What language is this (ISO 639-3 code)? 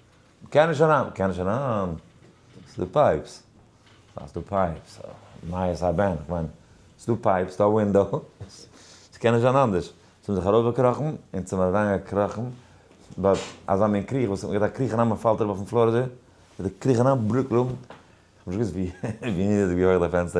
yid